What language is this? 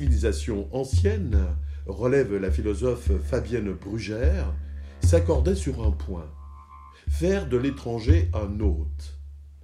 French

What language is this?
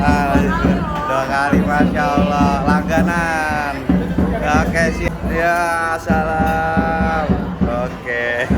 Sundanese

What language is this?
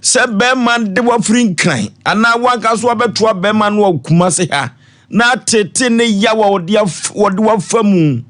Akan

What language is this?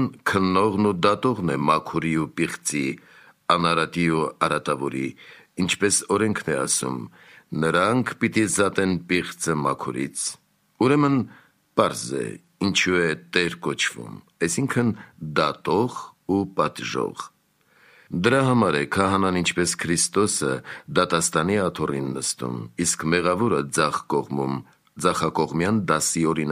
Armenian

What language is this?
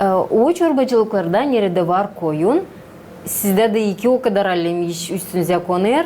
Gagauz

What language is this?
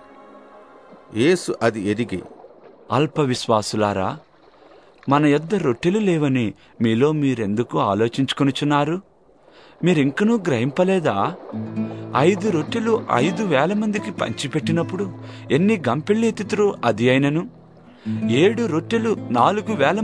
Telugu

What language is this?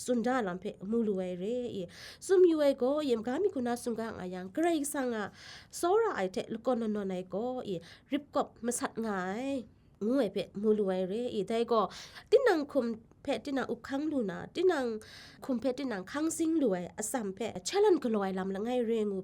Kachin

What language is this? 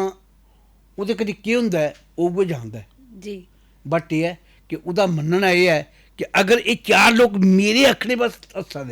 Dogri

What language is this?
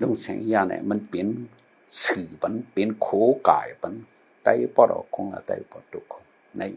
Shan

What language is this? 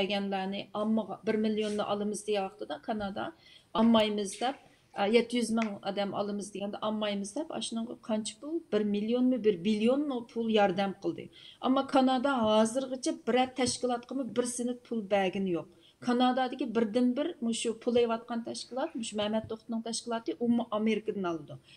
Uyghur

